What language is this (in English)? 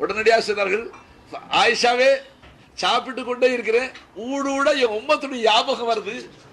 Tamil